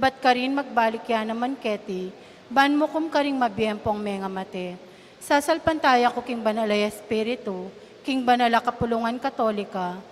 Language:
Pampanga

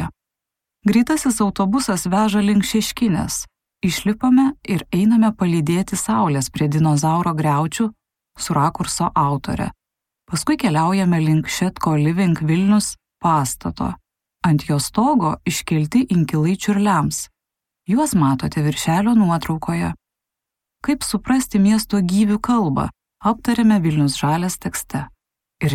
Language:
Lithuanian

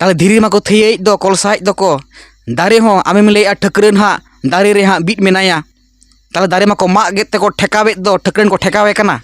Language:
Santali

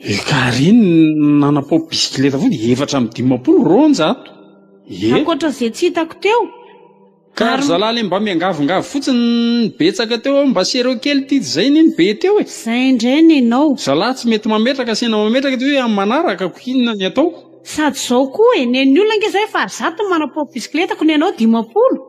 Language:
Malagasy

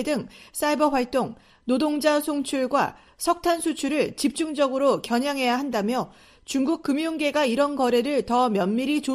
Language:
Korean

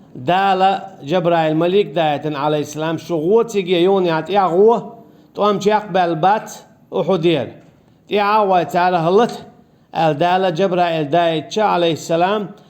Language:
Chechen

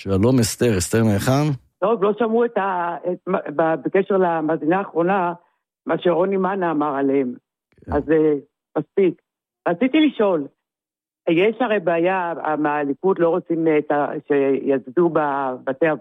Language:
Hebrew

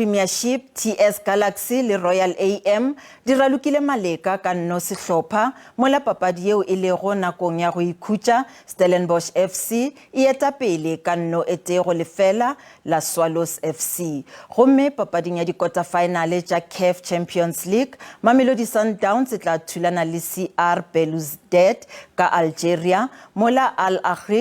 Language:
Northern Sotho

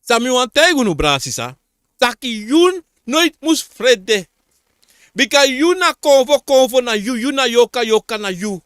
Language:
Sranan Tongo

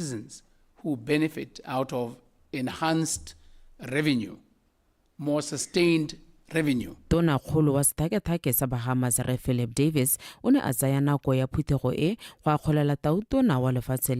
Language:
Tswana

